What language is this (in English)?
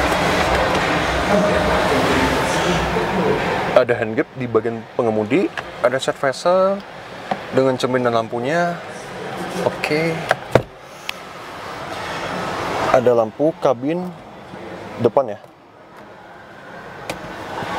Indonesian